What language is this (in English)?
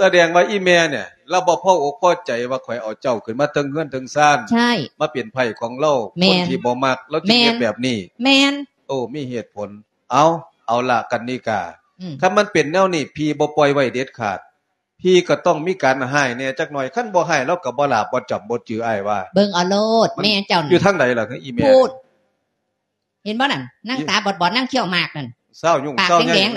Lao